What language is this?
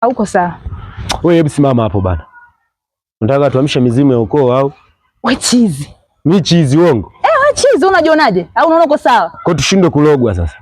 Swahili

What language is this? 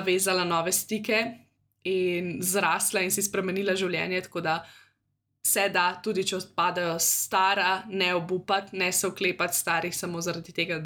Slovenian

